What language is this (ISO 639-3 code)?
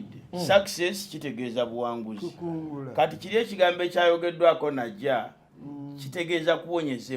lug